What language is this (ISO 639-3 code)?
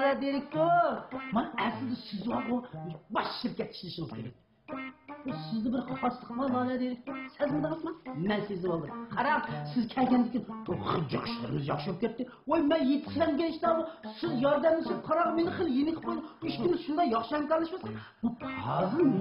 uig